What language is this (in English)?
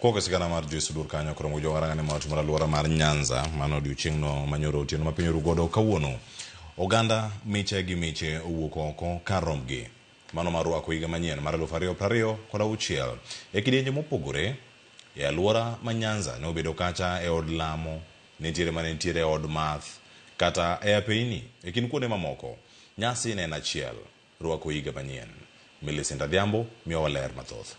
Luo (Kenya and Tanzania)